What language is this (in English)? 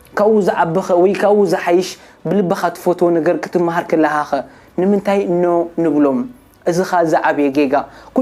Tigrinya